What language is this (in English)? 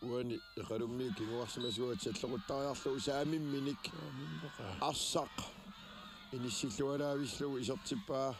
Kalaallisut